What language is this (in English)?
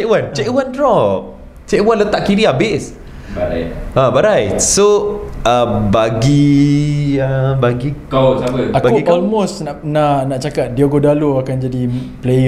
Malay